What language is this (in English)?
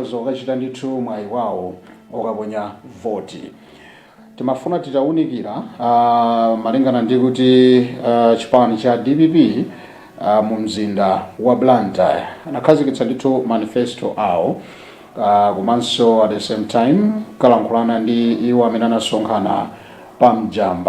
Nyanja